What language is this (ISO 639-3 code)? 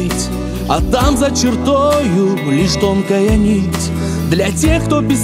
rus